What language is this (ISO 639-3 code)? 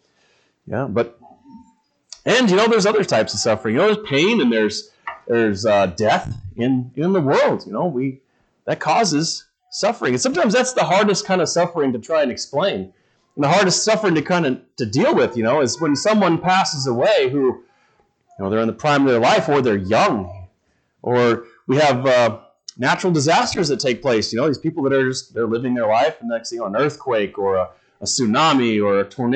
eng